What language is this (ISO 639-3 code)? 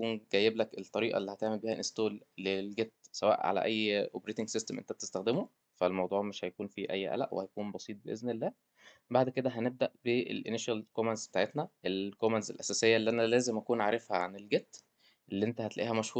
arz